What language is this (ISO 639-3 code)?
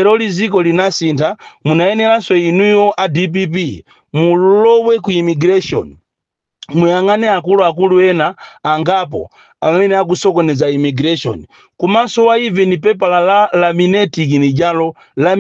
nya